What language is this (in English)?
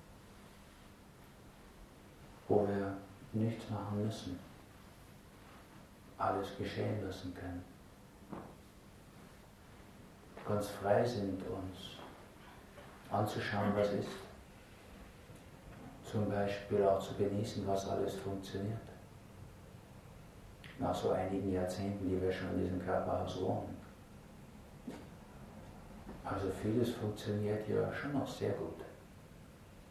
German